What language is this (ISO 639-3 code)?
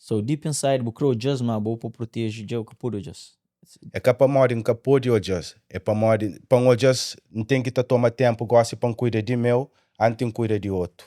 kea